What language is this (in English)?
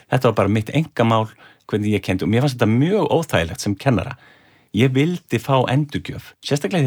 Icelandic